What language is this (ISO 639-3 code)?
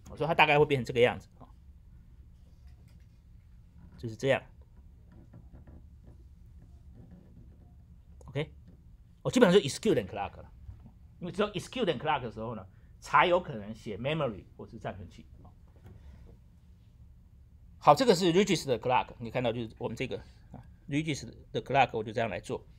zho